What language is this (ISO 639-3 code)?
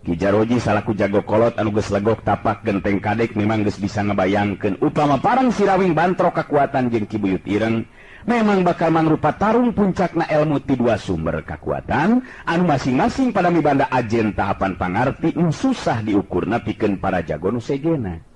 sun